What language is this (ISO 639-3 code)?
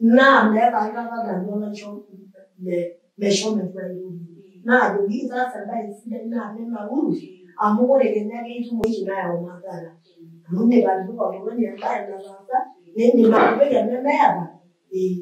mas